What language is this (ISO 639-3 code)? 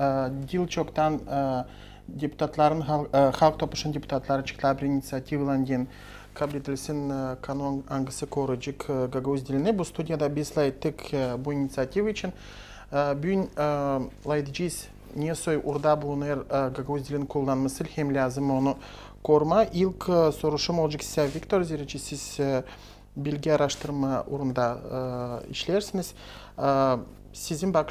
gag